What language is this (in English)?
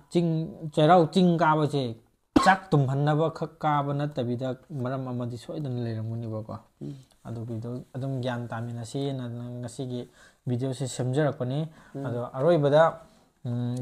Manipuri